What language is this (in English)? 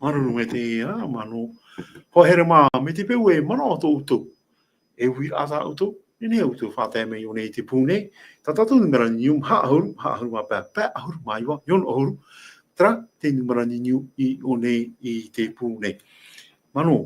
Tahitian